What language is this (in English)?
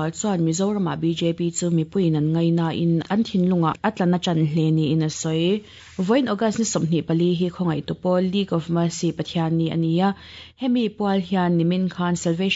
Mizo